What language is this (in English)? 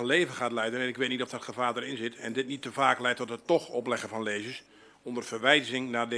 Dutch